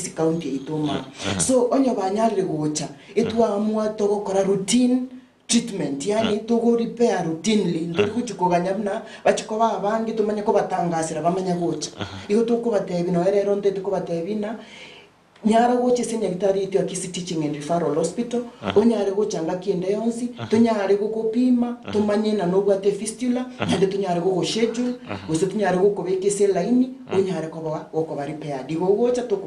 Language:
Gusii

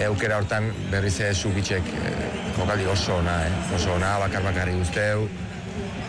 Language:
Basque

